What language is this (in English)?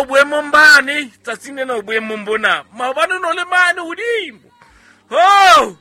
Southern Sotho